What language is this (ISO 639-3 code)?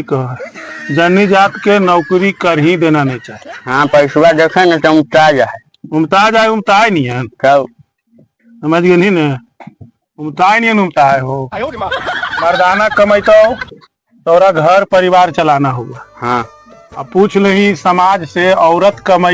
mag